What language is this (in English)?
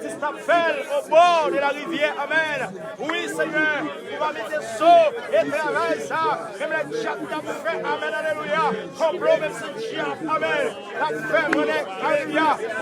Haitian Creole